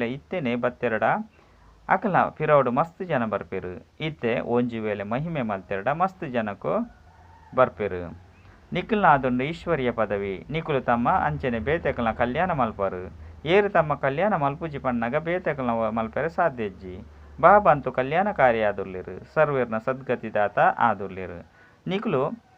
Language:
Tulu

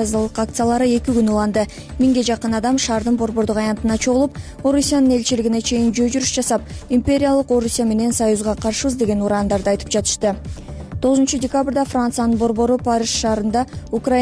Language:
Kyrgyz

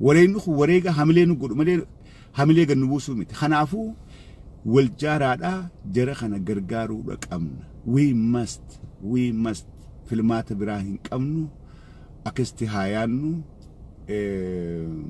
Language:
Oromo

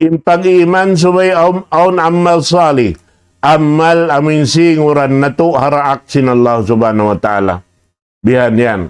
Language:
Tausug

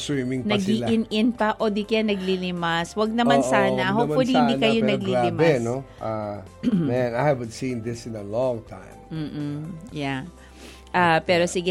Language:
Filipino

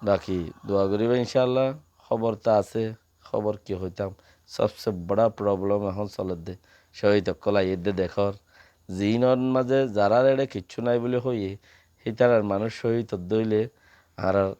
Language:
Rohingya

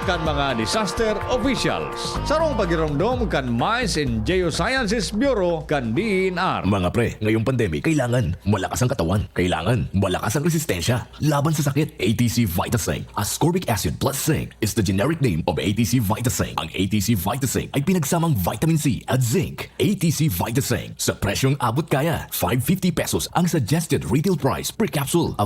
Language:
Bikol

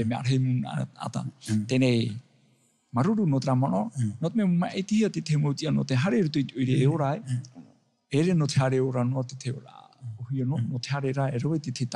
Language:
Tahitian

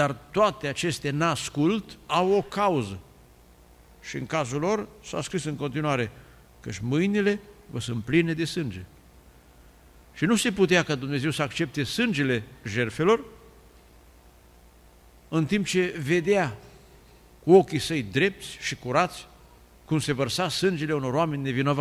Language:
Romanian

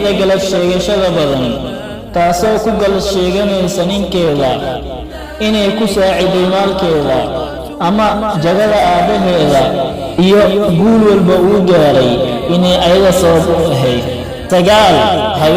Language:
Somali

